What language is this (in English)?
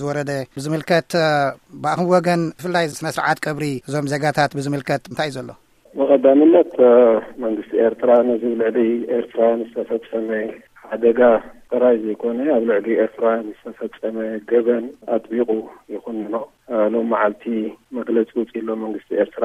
Tigrinya